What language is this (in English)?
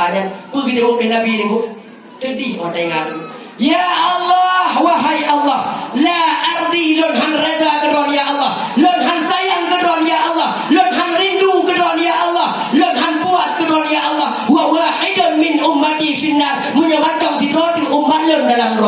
Achinese